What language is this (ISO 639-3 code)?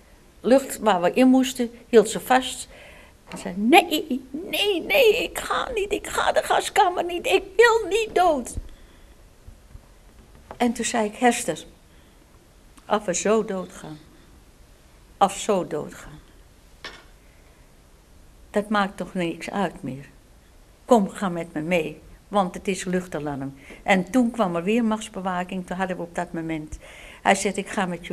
nld